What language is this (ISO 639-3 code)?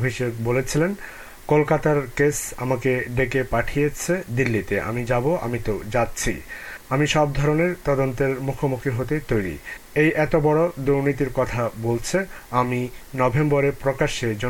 ben